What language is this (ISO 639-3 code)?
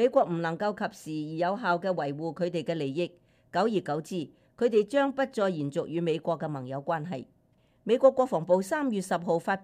yue